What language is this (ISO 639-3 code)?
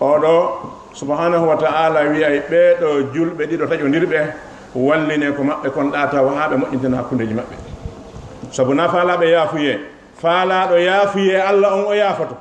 ful